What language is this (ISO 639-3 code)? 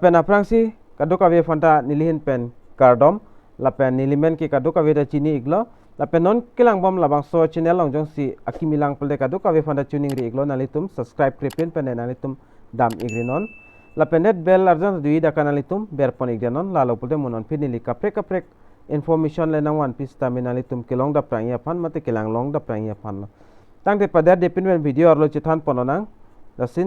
mjw